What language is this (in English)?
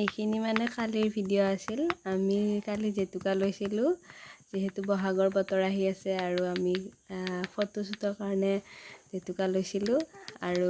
Assamese